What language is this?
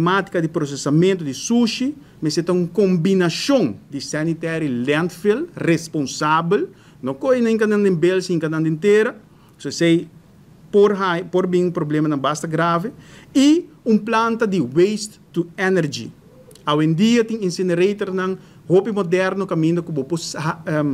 Papiamento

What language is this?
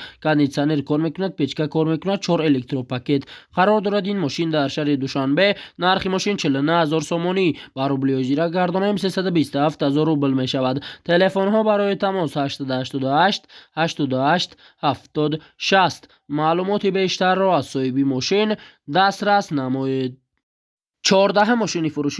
Tajik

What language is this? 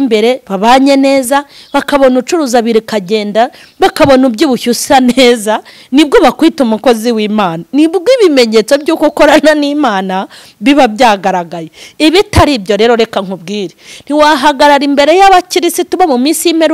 Kinyarwanda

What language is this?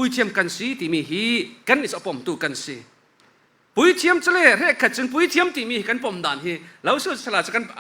Falam Chin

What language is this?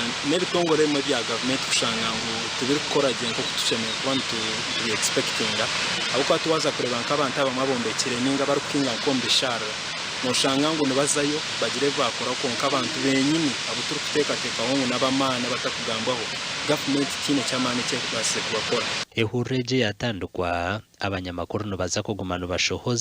Nyankole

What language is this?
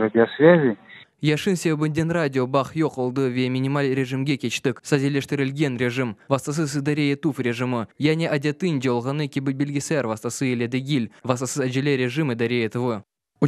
Crimean Tatar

